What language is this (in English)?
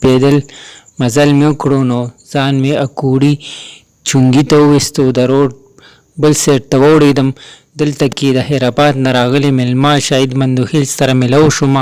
Pashto